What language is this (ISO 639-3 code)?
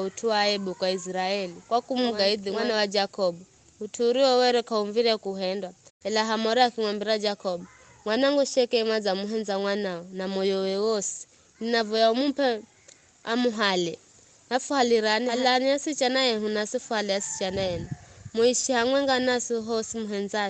nyf